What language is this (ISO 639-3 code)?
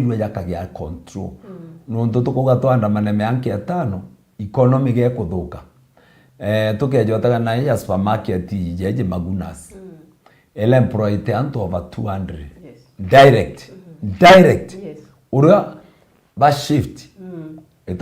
mer